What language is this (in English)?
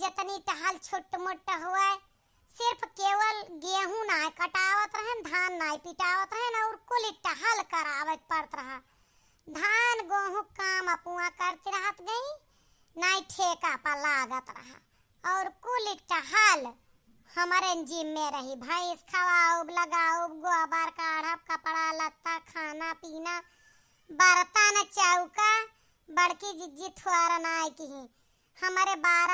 Awadhi